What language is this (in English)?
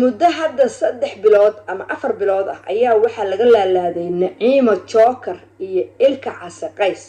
Somali